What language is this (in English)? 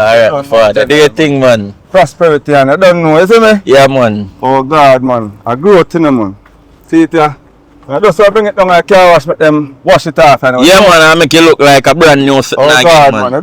Jamaican Creole English